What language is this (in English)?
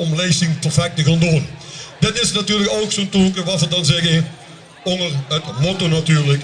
Limburgish